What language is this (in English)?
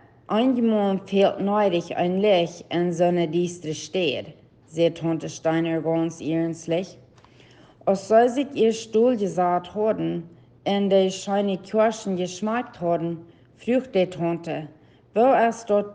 Plautdietsch